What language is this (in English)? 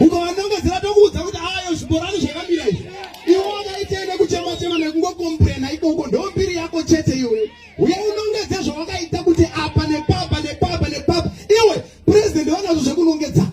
Shona